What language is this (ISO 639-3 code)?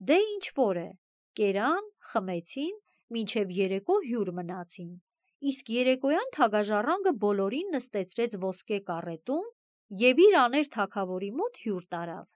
hye